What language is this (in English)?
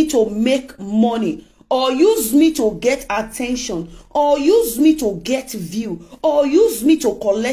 Nigerian Pidgin